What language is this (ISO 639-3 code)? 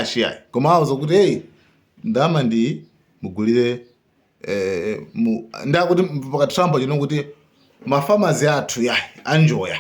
nya